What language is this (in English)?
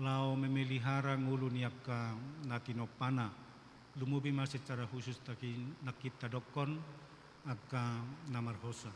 Batak Toba